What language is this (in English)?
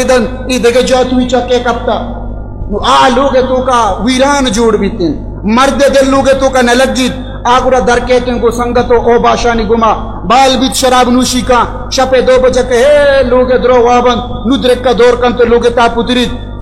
Baluchi